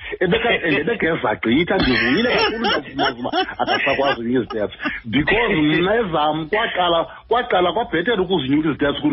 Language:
Xhosa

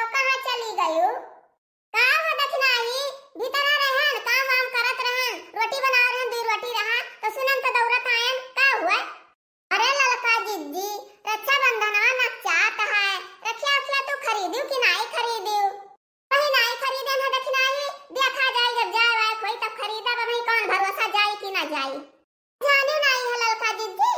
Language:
Awadhi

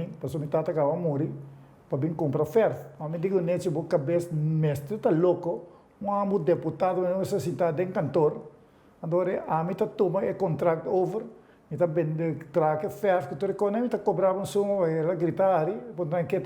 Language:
Papiamento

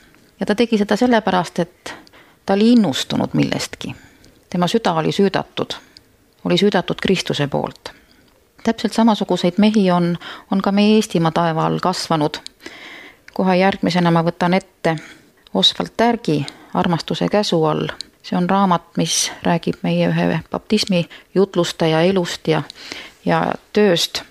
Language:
Estonian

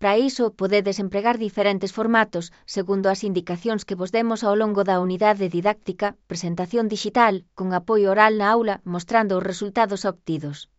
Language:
Galician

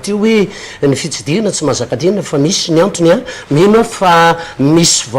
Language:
Malagasy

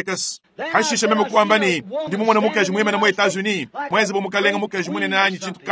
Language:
Luba-Lulua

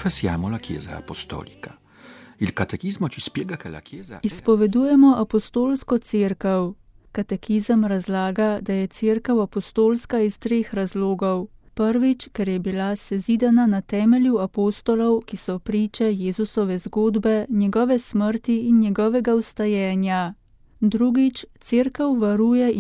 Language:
Slovenian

